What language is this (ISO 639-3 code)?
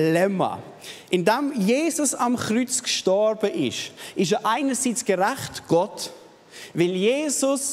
gsw